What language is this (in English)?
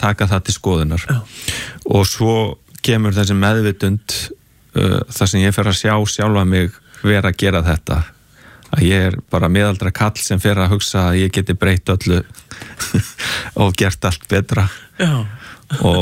Icelandic